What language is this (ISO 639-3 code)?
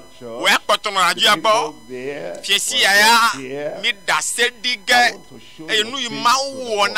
ewe